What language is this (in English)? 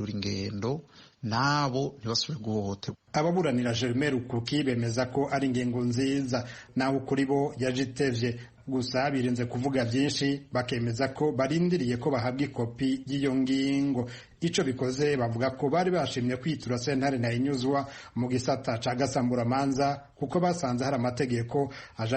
Rundi